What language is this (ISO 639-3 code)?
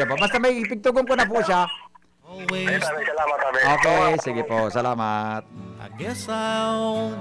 bik